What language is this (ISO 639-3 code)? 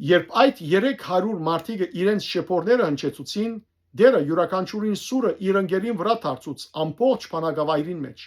hyw